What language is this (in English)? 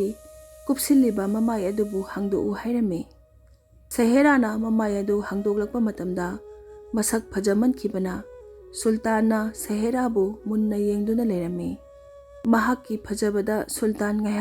Manipuri